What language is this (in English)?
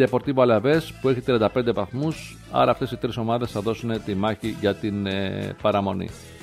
Greek